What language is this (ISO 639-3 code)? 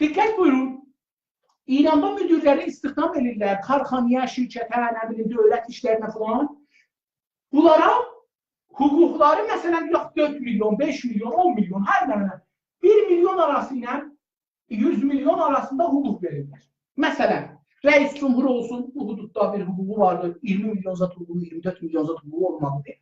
azb